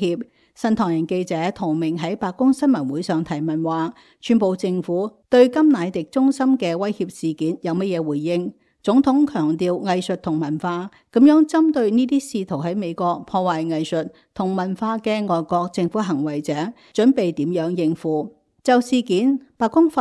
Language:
Cantonese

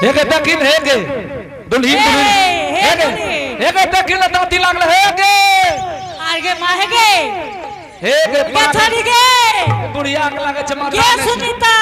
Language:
Angika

